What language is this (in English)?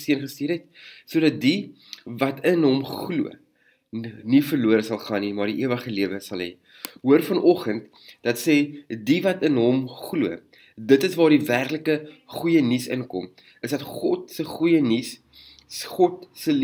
Afrikaans